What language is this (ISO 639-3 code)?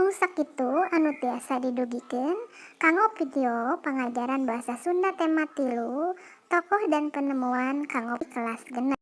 sun